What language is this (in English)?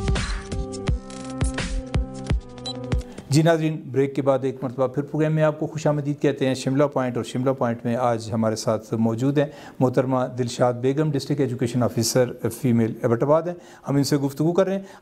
Urdu